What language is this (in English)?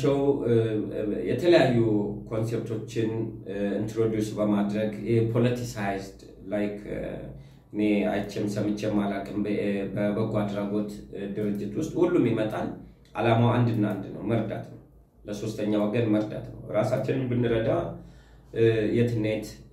Amharic